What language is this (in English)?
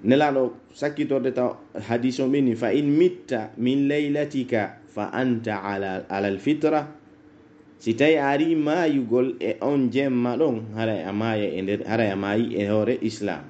Pular